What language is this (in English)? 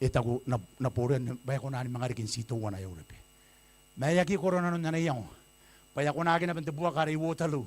Gilbertese